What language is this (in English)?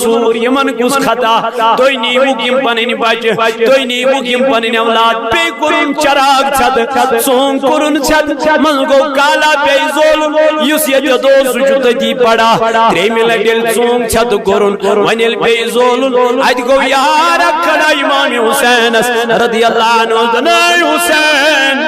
Kashmiri